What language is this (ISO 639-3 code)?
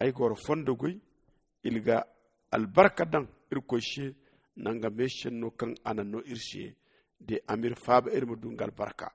dje